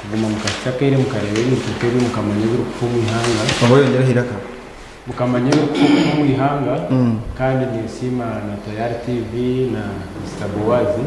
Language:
Nyankole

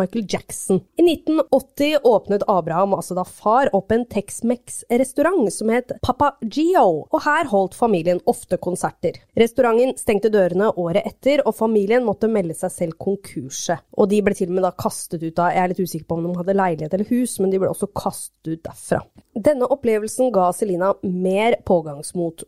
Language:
Norwegian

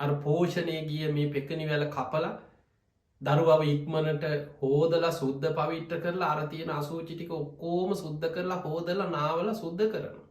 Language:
Sinhala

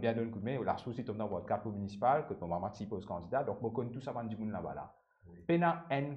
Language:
Morisyen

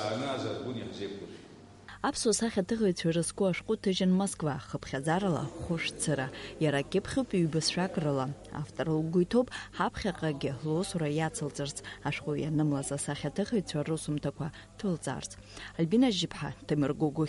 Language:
Abkhazian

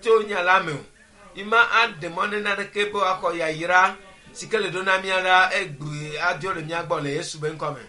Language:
Ewe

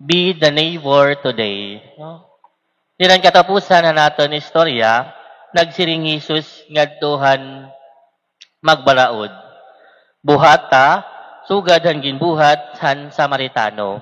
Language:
Waray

